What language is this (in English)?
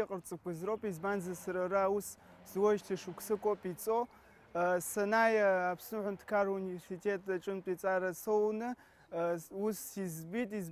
Abkhazian